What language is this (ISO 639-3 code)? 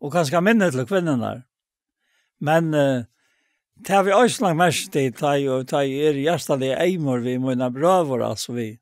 fao